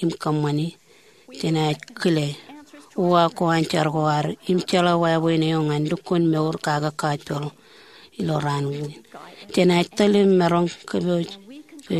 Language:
Marshallese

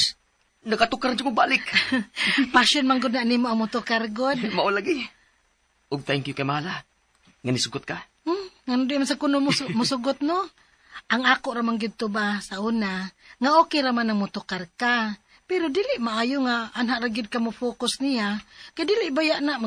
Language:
Cebuano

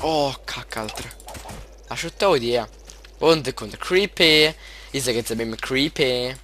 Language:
Swiss German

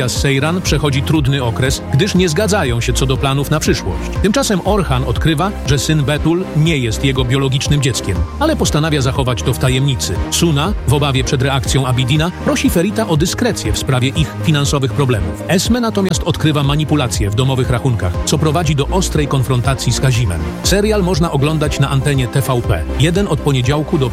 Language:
Polish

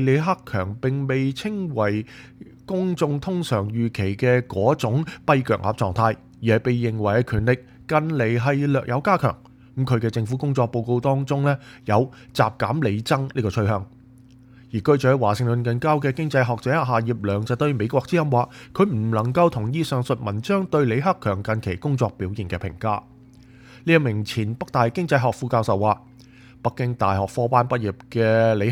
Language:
Cantonese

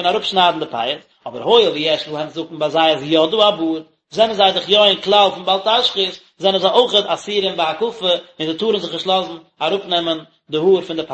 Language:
Yiddish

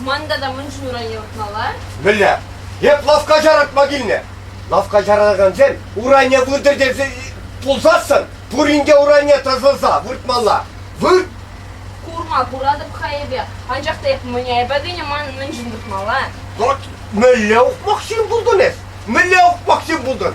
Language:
Chuvash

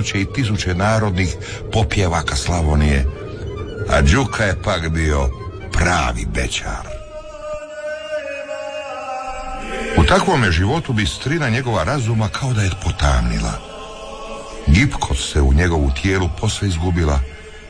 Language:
Croatian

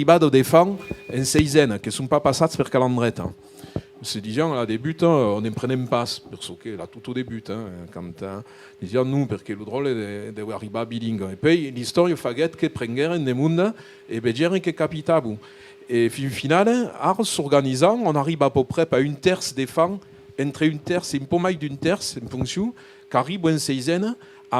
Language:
Occitan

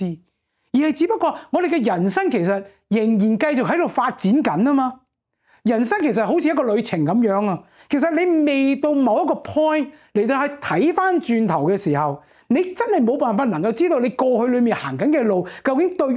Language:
Cantonese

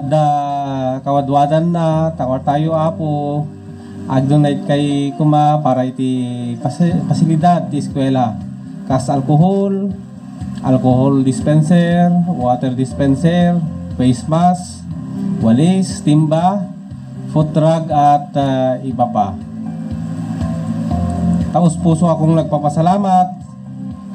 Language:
Filipino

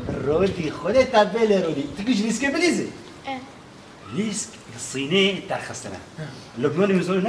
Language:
Kurdish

